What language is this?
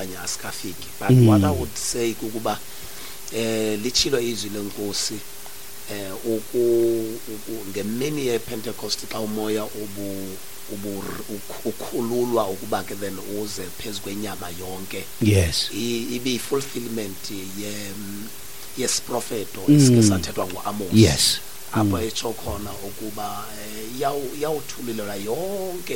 Xhosa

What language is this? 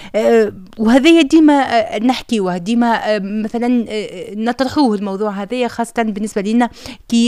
Tunisian Arabic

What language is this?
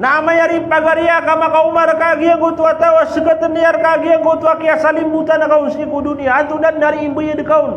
Maranao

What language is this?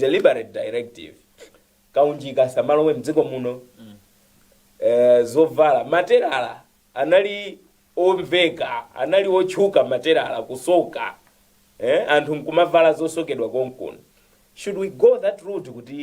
Nyanja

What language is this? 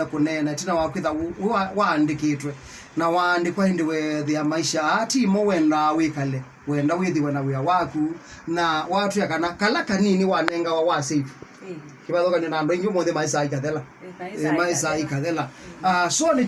Kamba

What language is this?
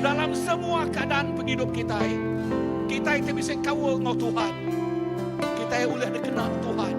Iban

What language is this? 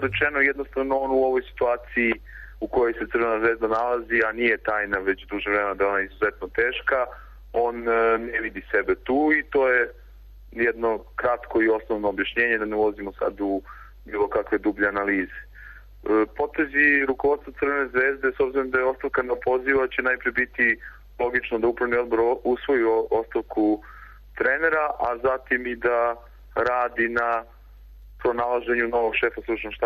Serbian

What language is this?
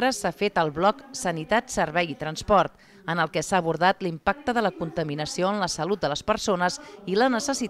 Catalan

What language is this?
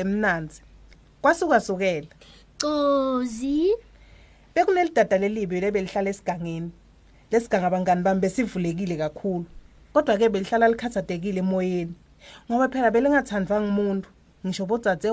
Swati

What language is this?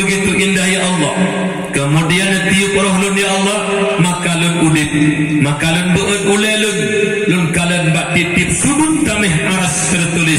Achinese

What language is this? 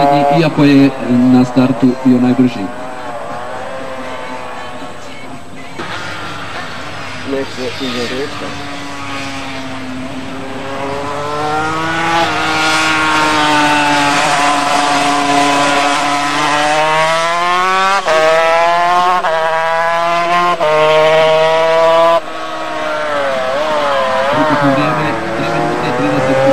Croatian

